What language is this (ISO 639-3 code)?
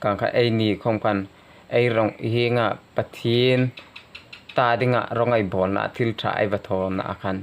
hmr